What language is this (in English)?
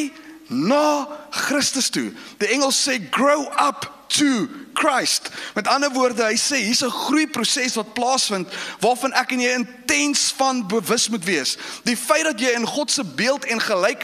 Afrikaans